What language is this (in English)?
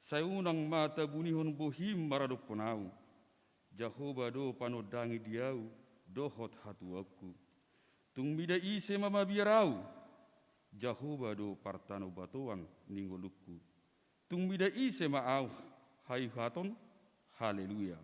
Batak Toba